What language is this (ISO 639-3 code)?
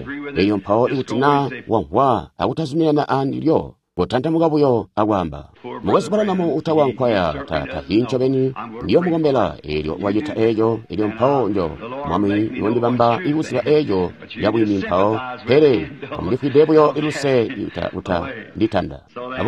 toi